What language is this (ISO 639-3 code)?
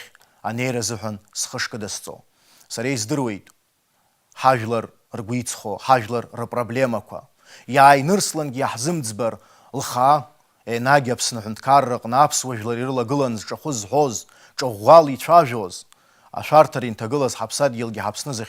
abk